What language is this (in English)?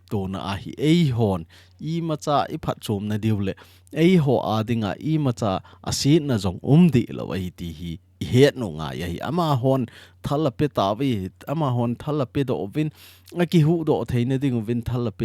Thado Chin